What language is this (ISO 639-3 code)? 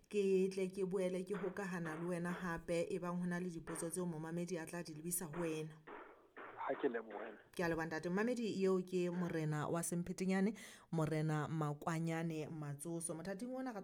sot